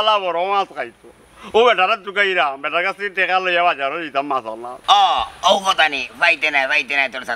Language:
Sylheti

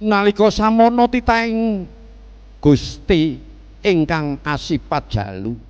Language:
Javanese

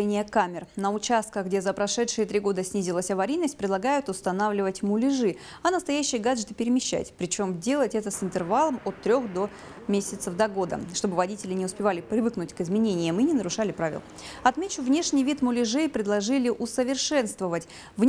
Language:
Russian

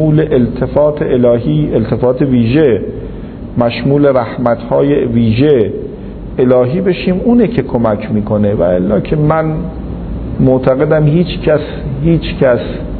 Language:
Persian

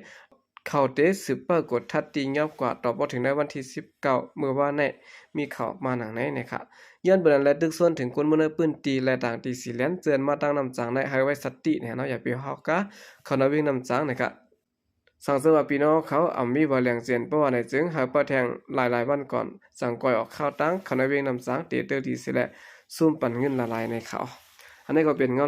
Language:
Shan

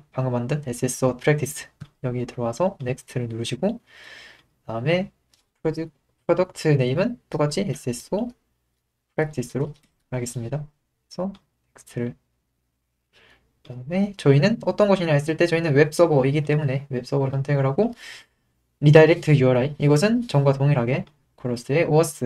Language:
Korean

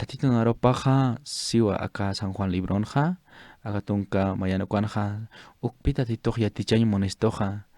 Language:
Aymara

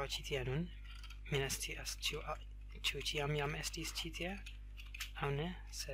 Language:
Esperanto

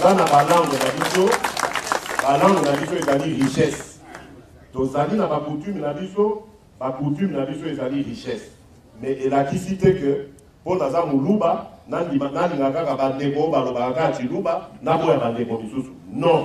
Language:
Lingala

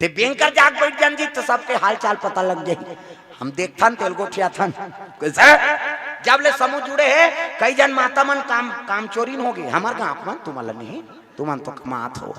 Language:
Chhattisgarhi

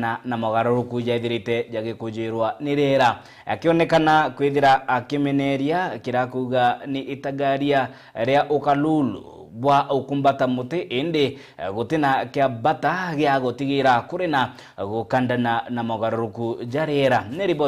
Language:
Meru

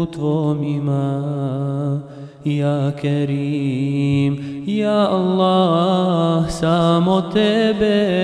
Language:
Serbian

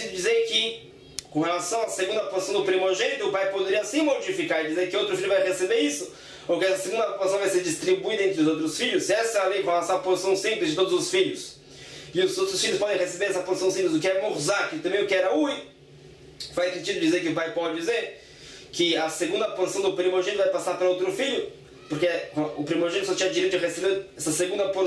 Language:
Portuguese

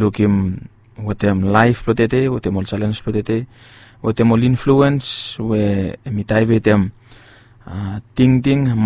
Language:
Bislama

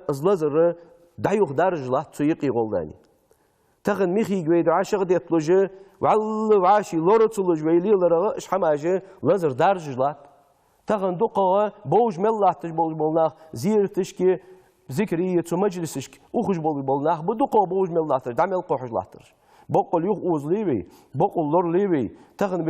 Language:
Ingush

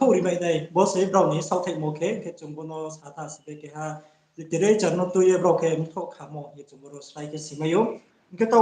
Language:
Riang (India)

